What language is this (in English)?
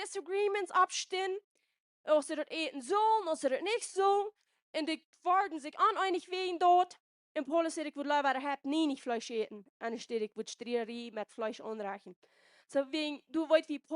Plautdietsch